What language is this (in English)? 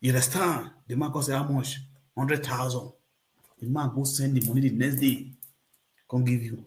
Nigerian Pidgin